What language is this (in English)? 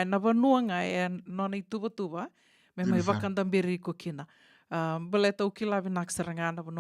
Fijian